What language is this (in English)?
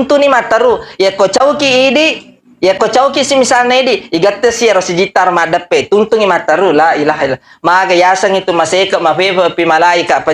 Buginese